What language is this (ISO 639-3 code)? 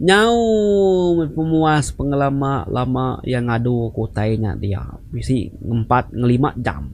iba